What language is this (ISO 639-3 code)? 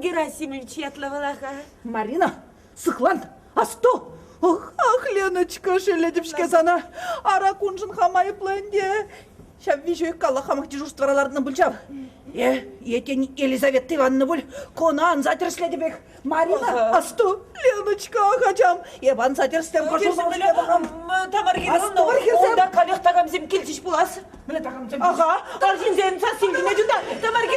chv